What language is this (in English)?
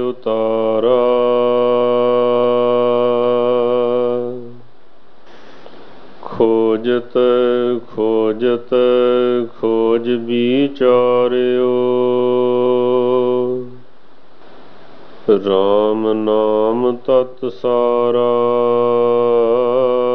Punjabi